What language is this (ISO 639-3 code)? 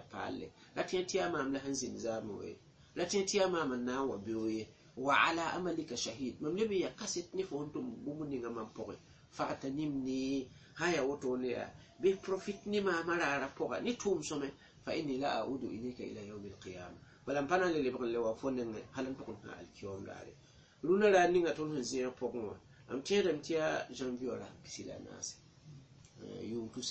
mos